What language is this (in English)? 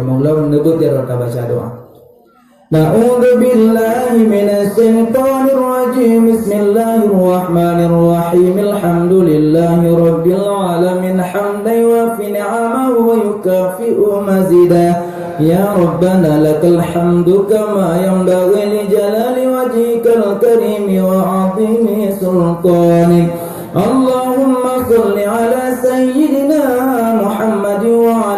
Achinese